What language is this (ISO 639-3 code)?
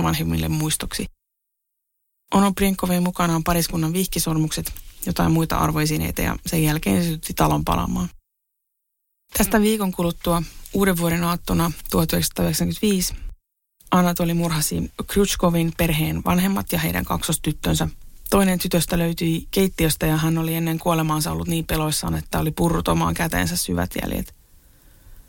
fin